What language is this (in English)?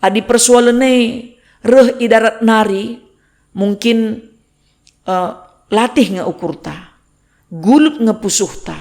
Batak Karo